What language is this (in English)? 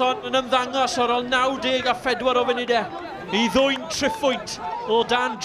Welsh